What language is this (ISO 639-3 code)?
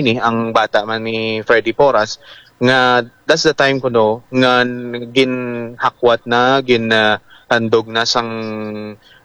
hil